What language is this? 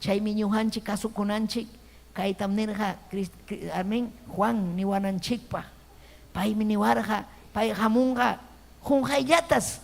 Ayacucho Quechua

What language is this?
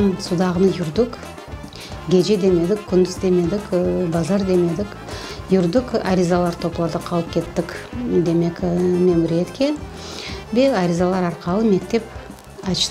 Crimean Tatar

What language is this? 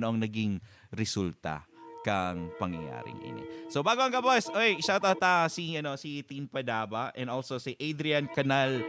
Bikol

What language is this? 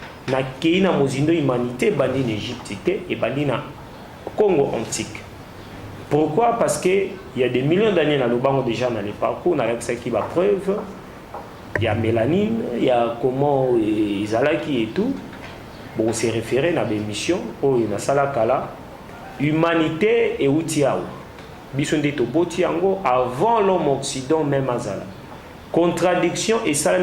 Lingala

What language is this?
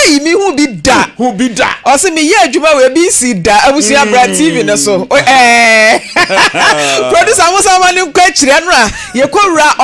Akan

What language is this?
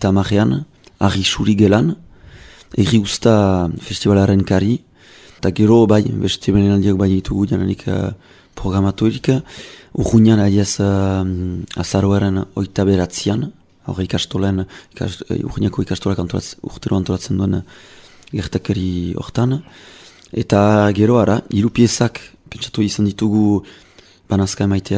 Basque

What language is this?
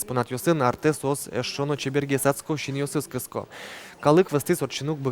Udmurt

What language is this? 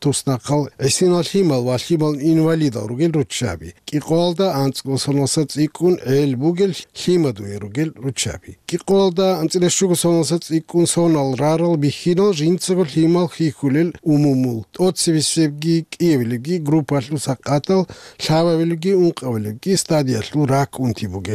Avaric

